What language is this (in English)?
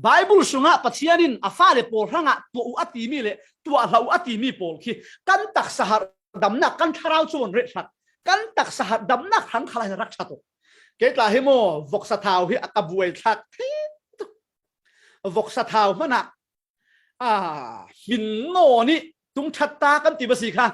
Falam Chin